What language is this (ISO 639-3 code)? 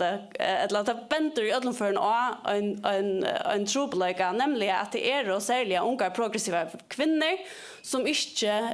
fao